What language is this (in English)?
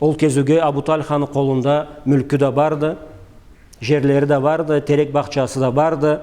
Karachay-Balkar